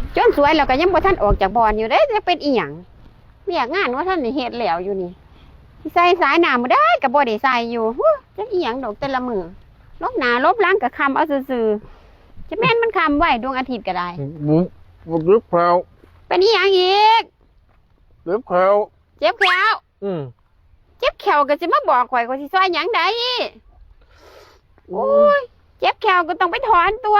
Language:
Northeastern Thai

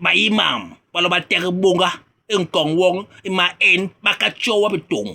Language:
Basaa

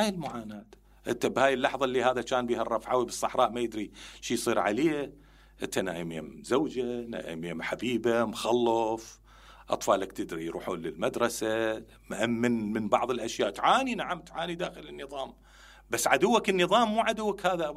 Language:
Mesopotamian Arabic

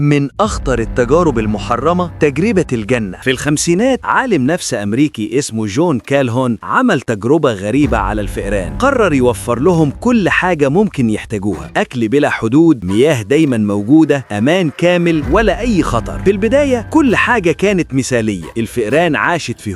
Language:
Egyptian Arabic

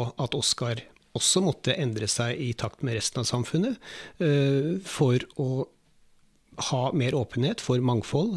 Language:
Norwegian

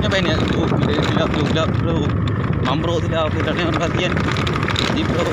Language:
Achinese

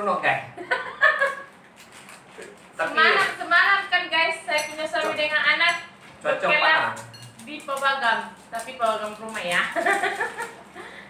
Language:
Malay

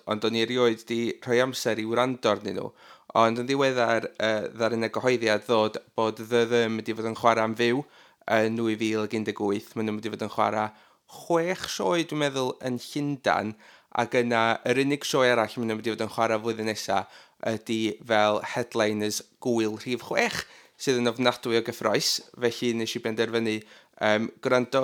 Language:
Welsh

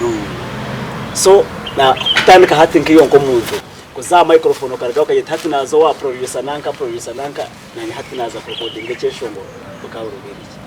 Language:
Nyankole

